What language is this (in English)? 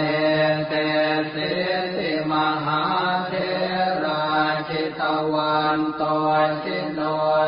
Pali